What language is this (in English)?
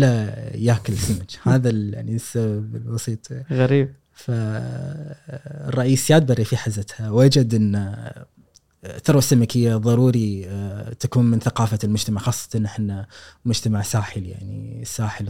Gulf Arabic